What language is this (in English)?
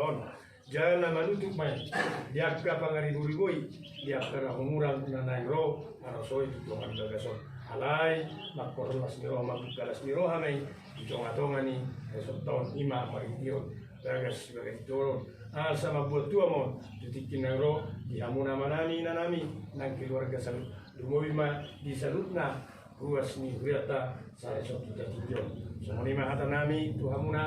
Batak Toba